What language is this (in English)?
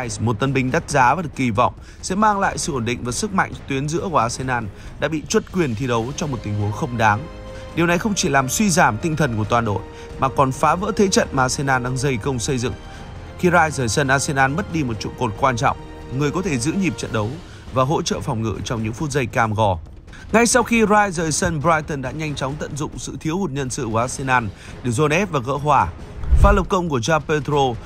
Vietnamese